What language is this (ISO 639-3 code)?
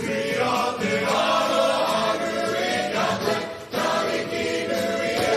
mri